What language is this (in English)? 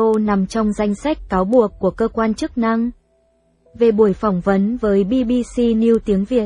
Vietnamese